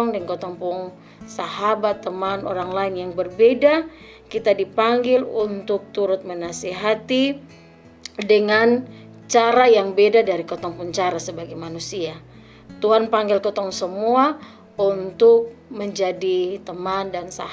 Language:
Kupang Malay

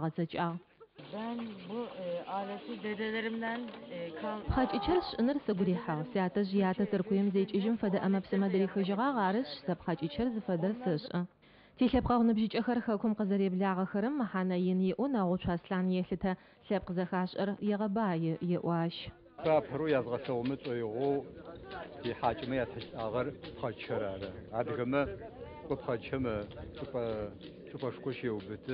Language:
Adyghe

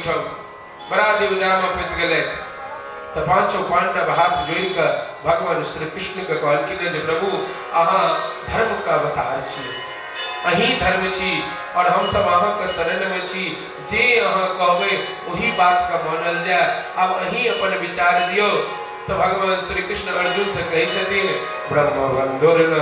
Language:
Maithili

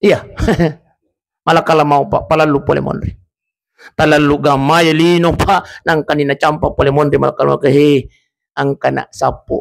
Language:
Buginese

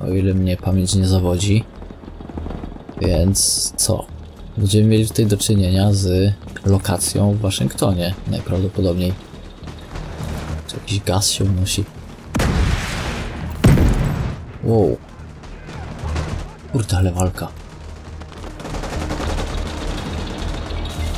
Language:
Polish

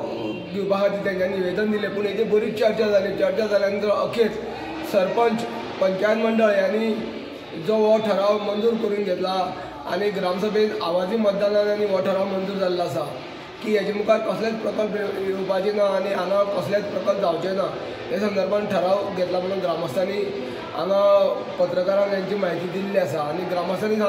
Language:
Konkani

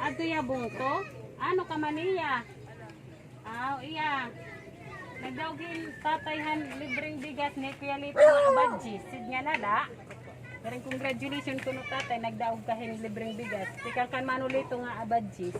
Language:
Waray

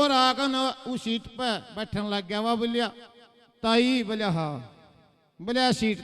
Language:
Haryanvi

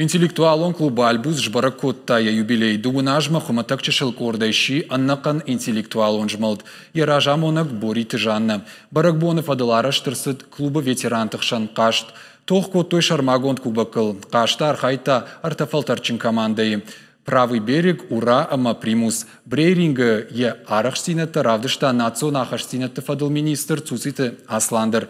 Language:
Ossetic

